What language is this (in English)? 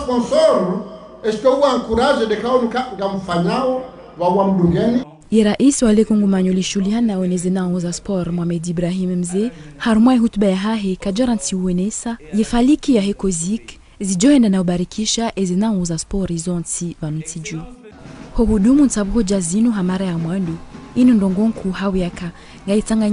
Ngazidja Comorian